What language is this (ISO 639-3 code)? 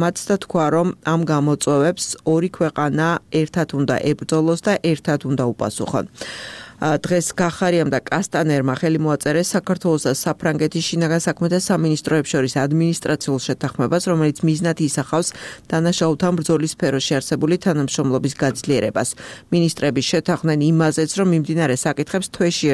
kat